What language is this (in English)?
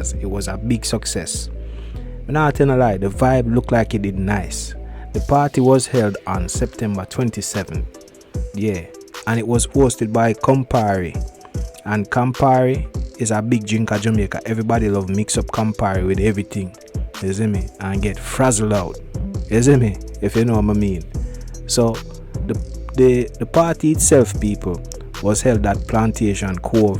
Jamaican Creole English